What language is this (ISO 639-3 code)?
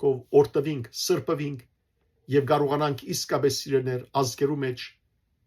hyw